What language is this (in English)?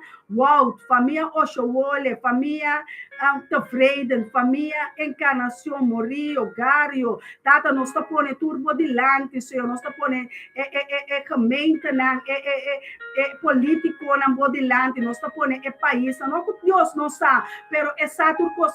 Papiamento